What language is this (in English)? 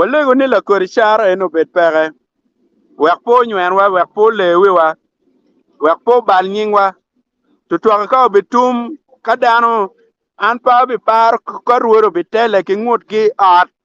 Acoli